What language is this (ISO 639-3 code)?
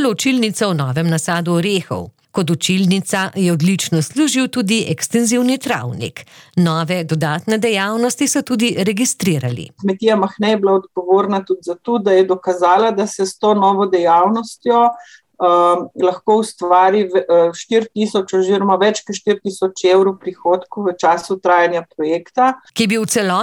slv